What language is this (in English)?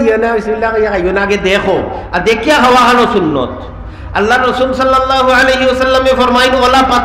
Sylheti